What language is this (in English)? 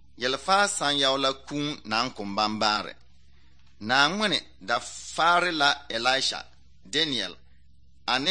Southern Dagaare